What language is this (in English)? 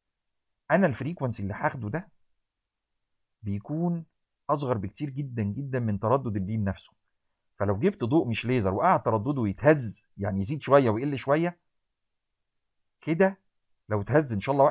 Egyptian Arabic